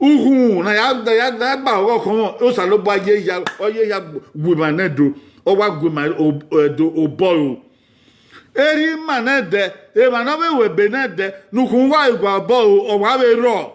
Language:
Bini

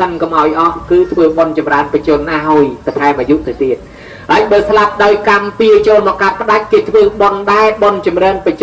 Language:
Khmer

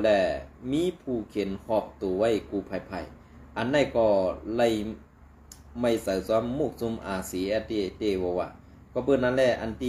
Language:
Shan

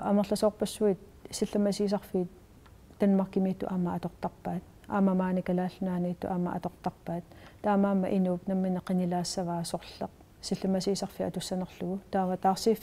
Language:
Kalaallisut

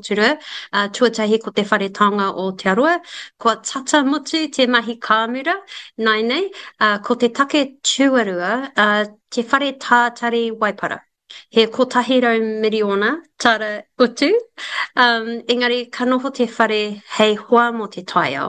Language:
Māori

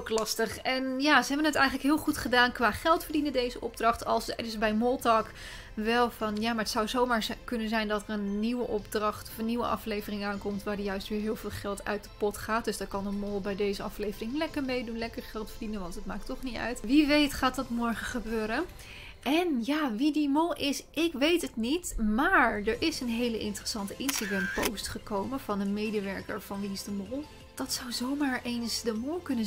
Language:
Dutch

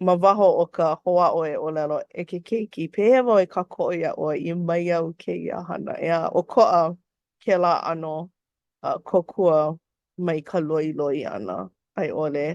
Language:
Hawaiian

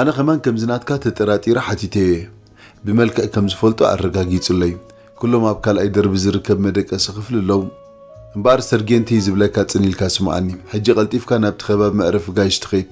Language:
Tigrinya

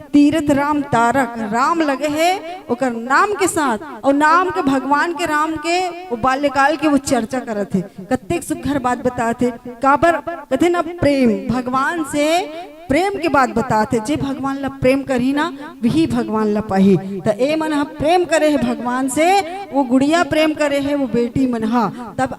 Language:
Chhattisgarhi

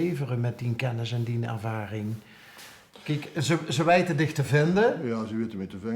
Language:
Limburgish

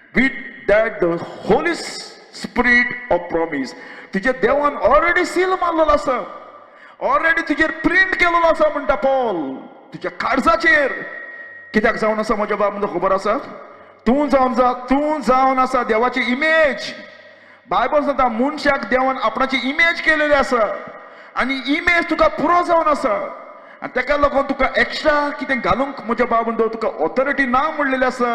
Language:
Konkani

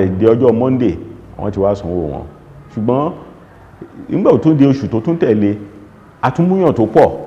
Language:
Yoruba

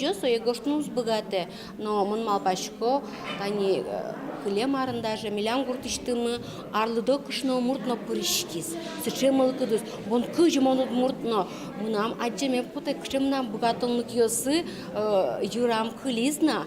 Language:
Udmurt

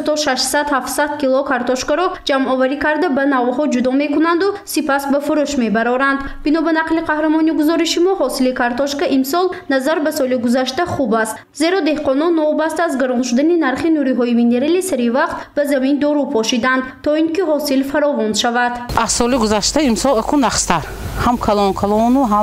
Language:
Tajik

